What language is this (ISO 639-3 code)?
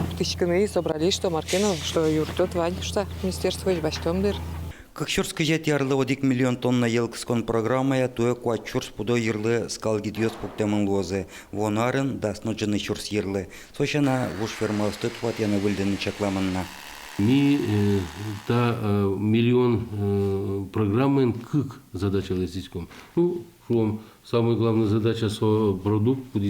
udm